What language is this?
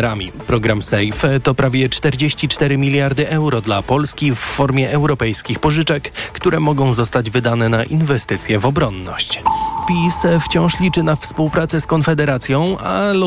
Polish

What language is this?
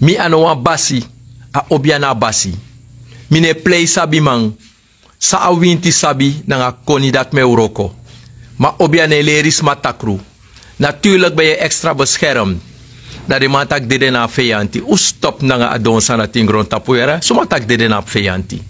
Sranan Tongo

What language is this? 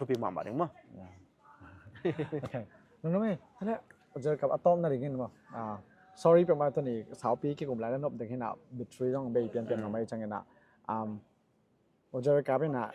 Tedim Chin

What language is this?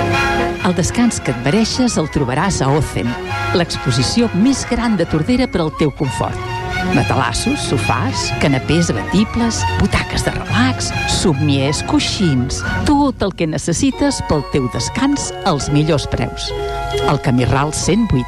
Catalan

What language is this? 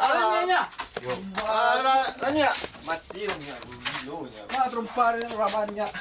Minangkabau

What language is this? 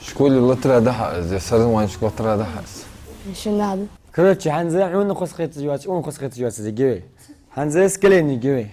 Ingush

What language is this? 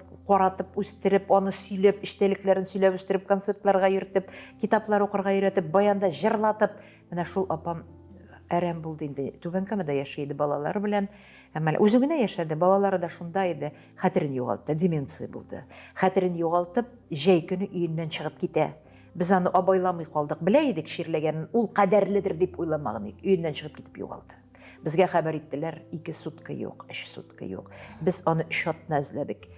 Tatar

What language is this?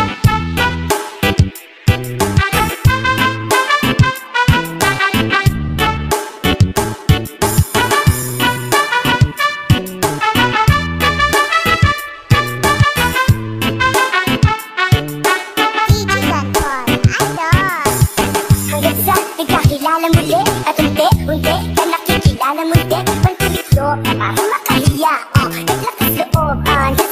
Filipino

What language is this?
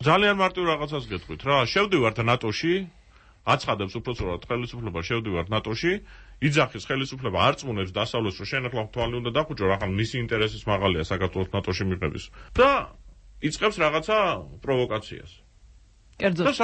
Georgian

